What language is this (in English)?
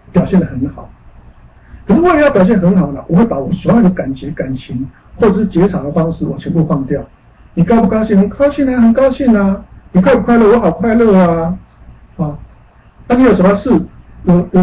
Chinese